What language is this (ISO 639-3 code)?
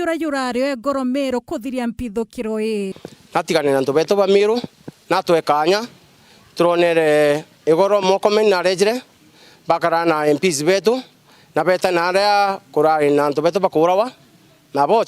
mer